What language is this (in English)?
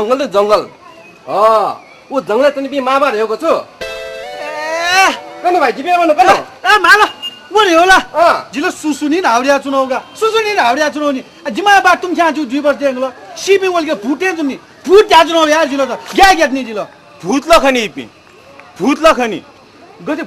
Newari